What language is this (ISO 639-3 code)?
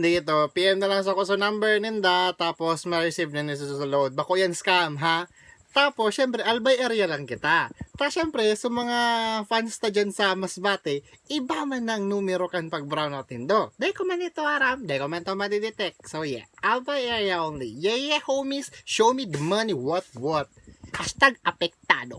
bik